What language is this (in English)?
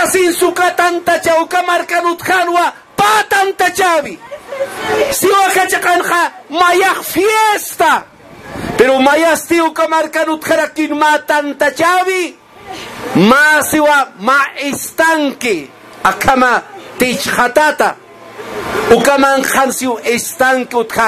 Aymara